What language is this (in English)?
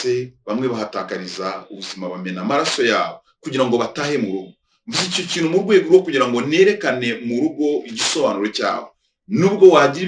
Kinyarwanda